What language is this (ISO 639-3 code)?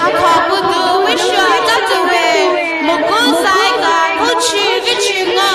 pmx